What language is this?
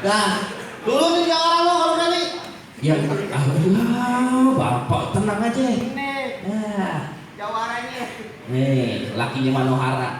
Betawi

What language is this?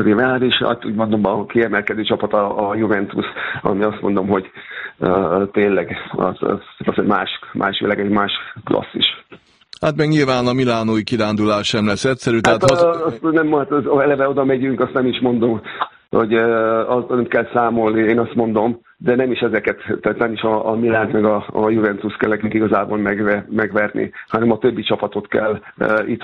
Hungarian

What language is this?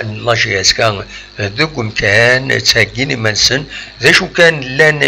Kabyle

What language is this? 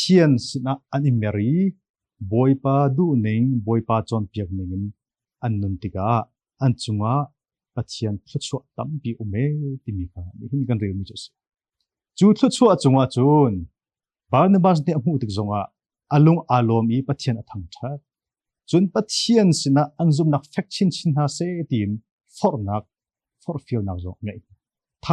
Hakha Chin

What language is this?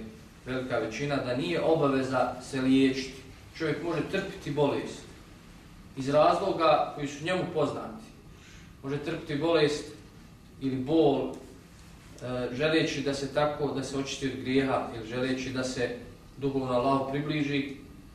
Bosnian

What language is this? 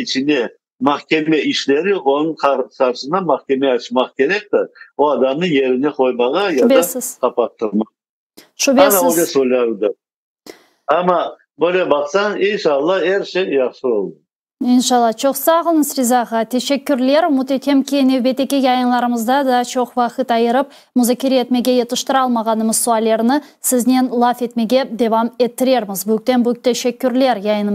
Crimean Tatar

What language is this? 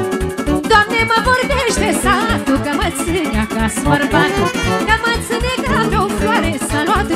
Romanian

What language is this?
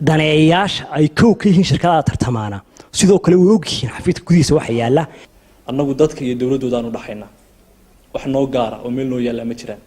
Somali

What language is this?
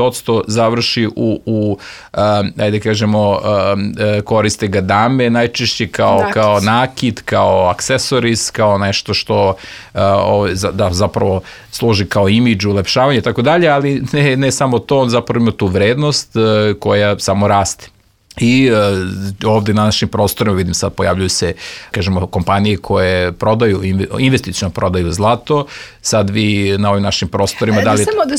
Serbian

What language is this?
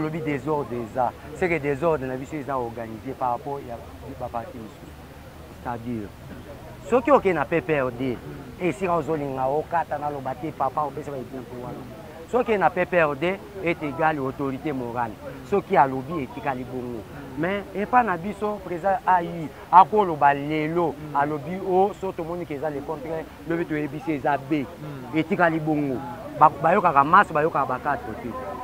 Lingala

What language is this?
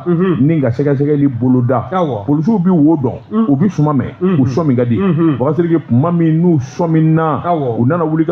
Bambara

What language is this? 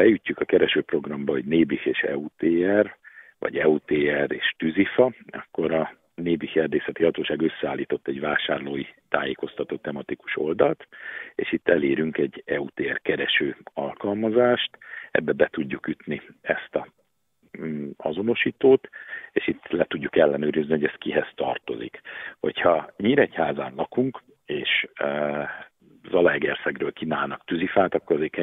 Hungarian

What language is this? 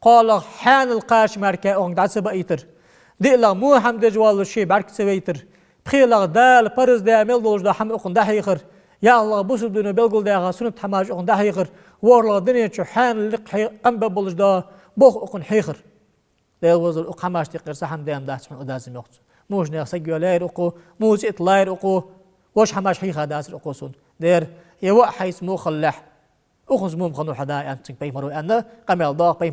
Ingush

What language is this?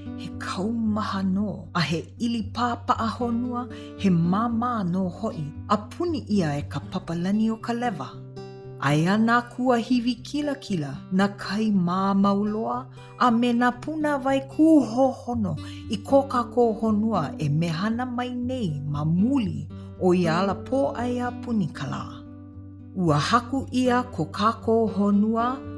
Hawaiian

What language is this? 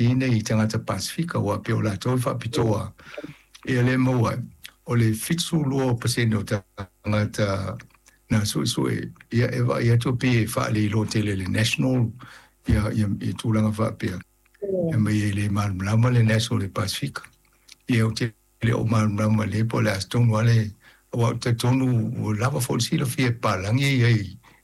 Samoan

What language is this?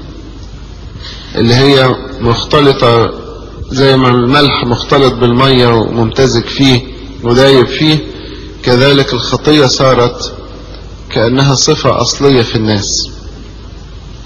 Egyptian Arabic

